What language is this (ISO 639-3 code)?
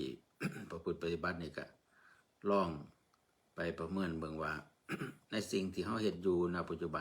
tts